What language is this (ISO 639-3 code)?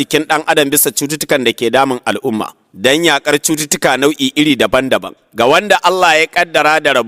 hau